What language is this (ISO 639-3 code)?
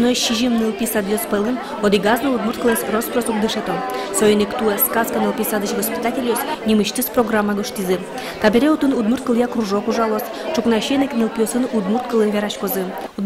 udm